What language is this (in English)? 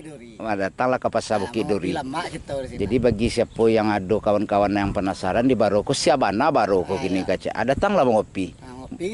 Minangkabau